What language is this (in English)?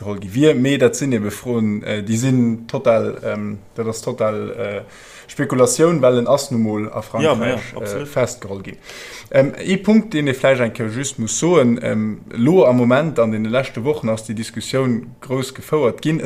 Luxembourgish